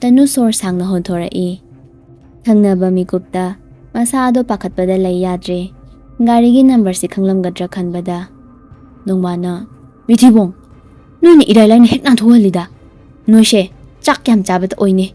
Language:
Manipuri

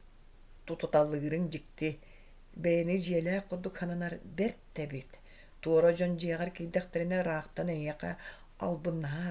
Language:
Yakut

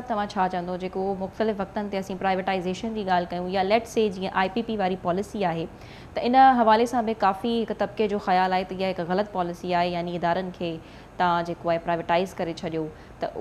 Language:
Sindhi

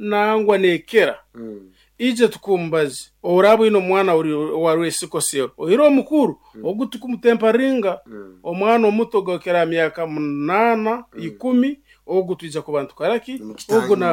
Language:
Nyoro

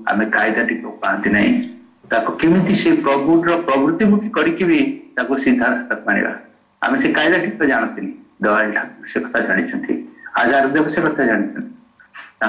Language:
Odia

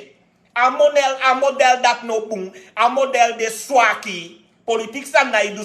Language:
Sranan Tongo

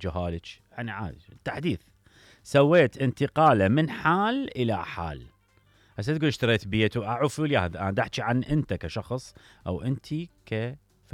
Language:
Mesopotamian Arabic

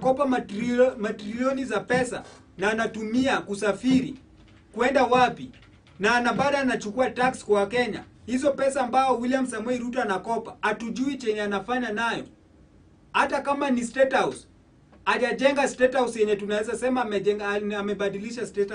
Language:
Swahili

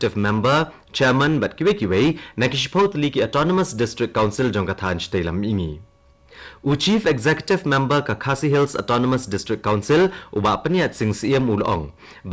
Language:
Khasi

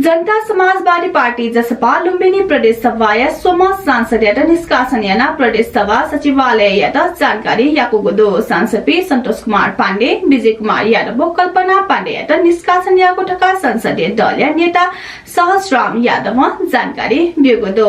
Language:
Newari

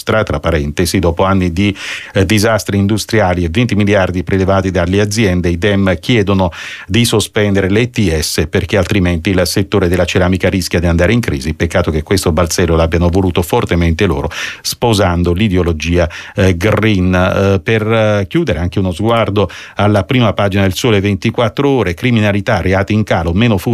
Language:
Italian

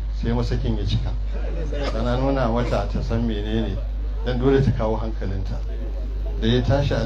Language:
Hausa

